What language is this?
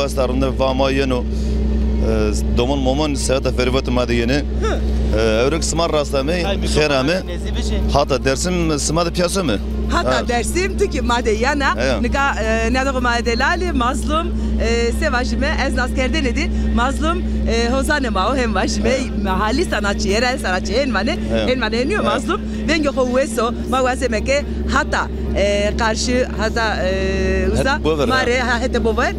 Zaza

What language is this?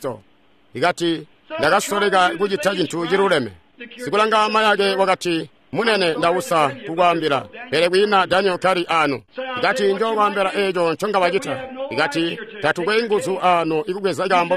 Tonga (Zambia)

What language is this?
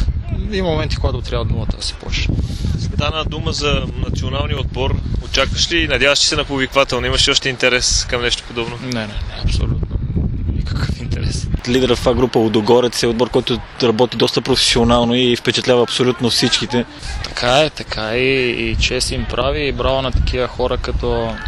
Bulgarian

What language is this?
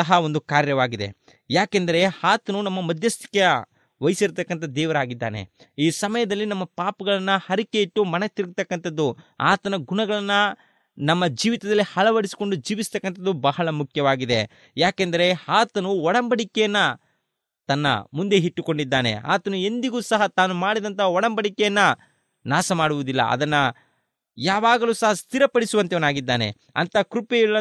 Kannada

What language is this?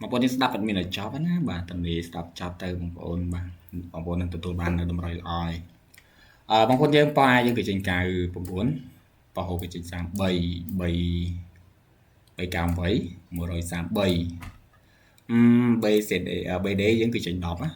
Khmer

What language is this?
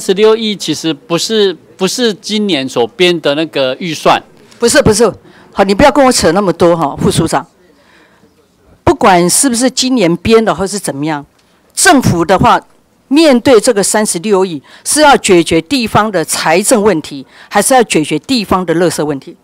Chinese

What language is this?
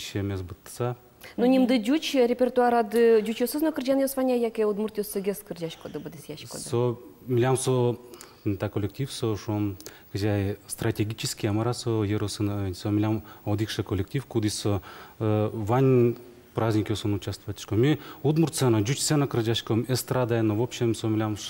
Udmurt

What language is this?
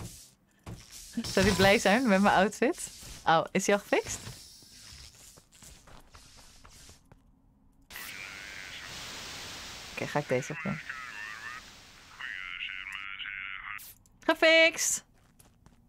Dutch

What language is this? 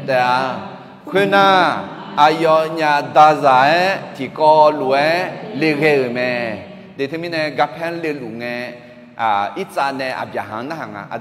Akha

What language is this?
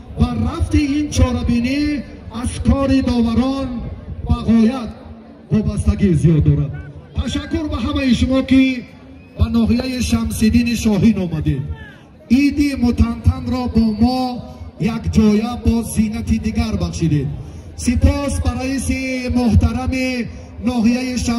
Tajik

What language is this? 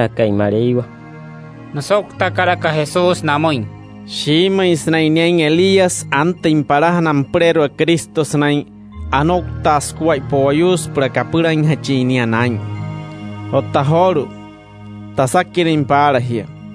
Wayuu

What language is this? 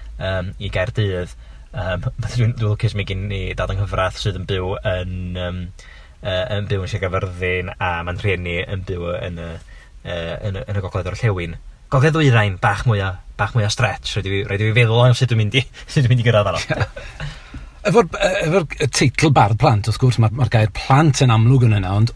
Welsh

